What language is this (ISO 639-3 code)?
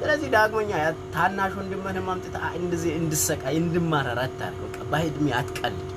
amh